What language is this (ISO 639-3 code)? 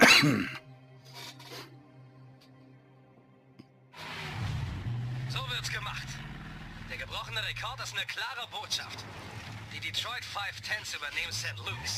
deu